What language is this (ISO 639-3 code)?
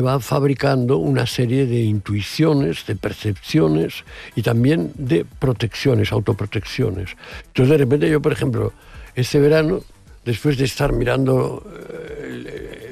spa